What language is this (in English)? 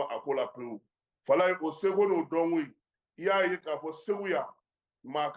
Bambara